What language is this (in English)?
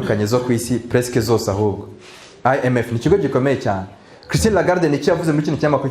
Kinyarwanda